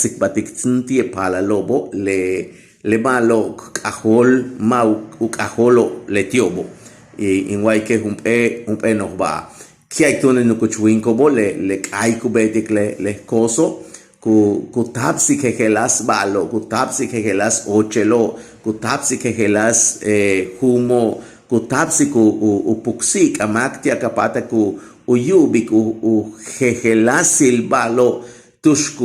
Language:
Yucateco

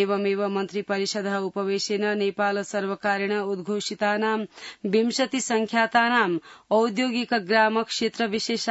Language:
Sanskrit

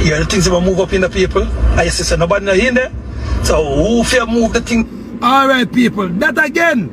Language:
Jamaican Creole English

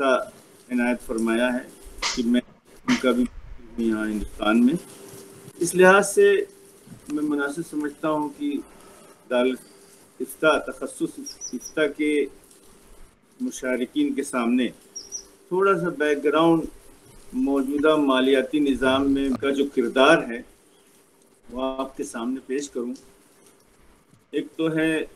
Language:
Urdu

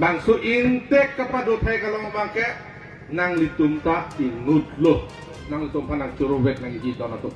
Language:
Karbi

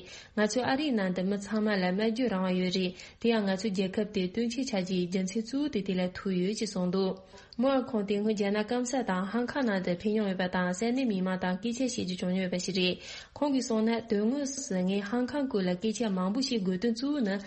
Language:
Tibetan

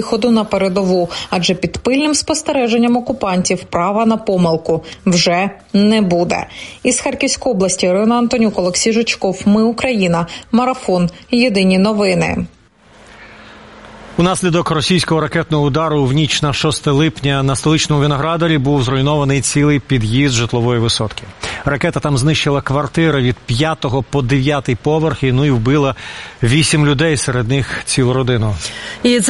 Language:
Ukrainian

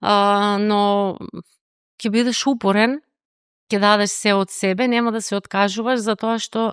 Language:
Macedonian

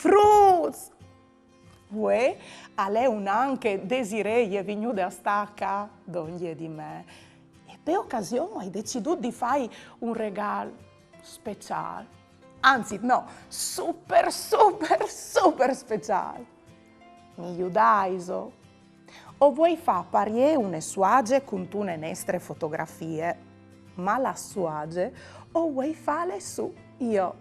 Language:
Friulian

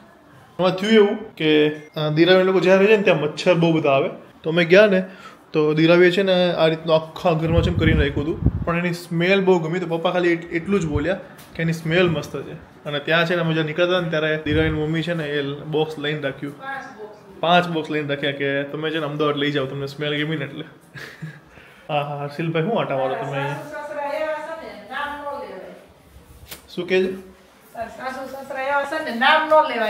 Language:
Gujarati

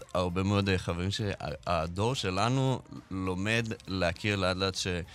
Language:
Hebrew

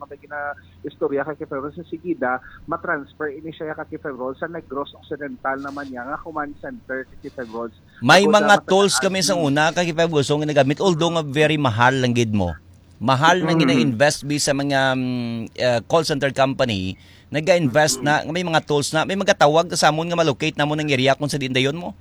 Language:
Hiligaynon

